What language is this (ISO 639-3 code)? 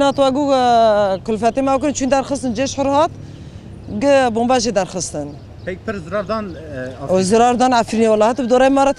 kur